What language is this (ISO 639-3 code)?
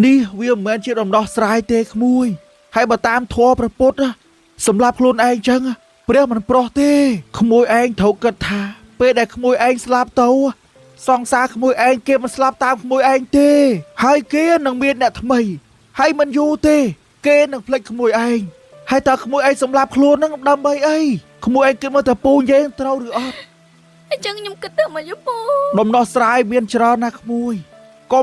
khm